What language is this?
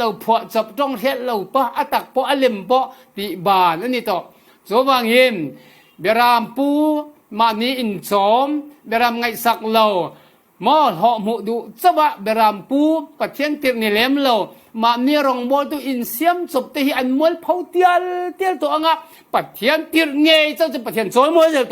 Falam Chin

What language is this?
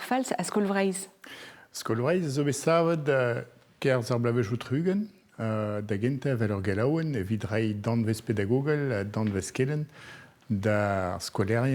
Breton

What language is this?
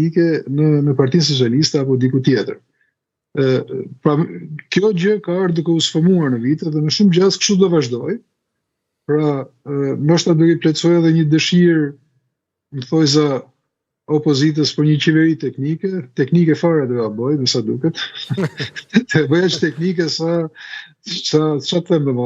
Albanian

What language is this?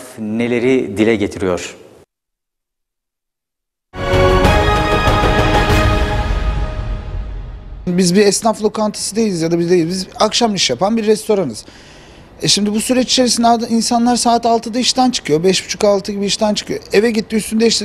Turkish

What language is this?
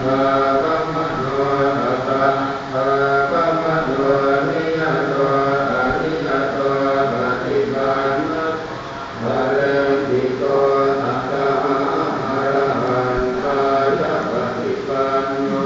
Pali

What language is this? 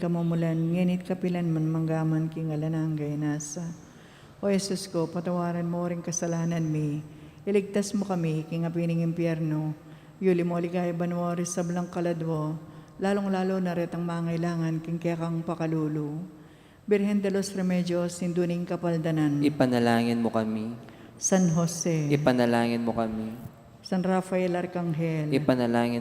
Pampanga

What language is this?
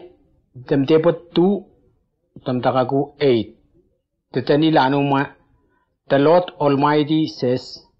Whitesands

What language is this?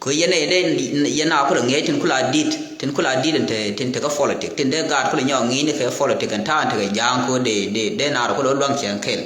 Nuer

